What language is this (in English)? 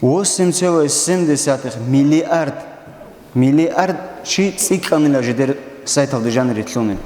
Avaric